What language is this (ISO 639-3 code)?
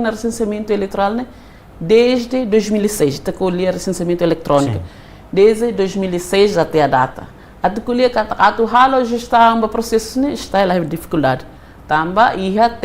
tet